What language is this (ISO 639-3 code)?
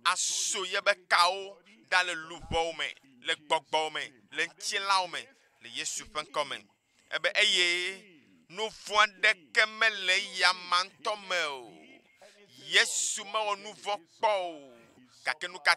ewe